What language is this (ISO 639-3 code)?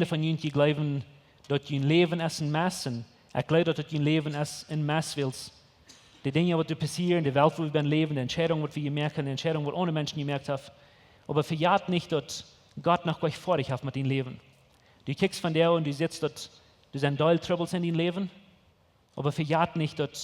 pdt